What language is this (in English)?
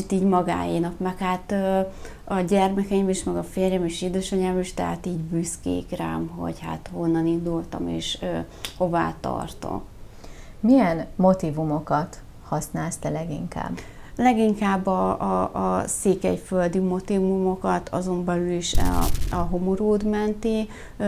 Hungarian